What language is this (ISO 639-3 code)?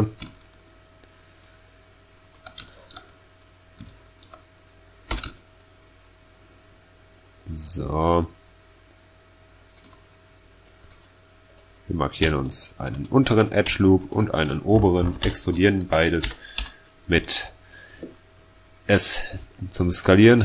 deu